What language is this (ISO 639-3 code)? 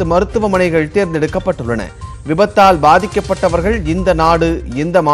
tam